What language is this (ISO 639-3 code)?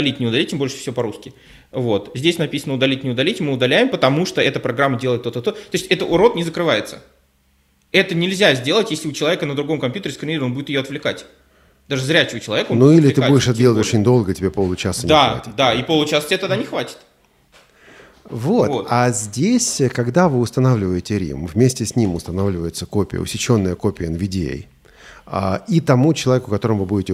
rus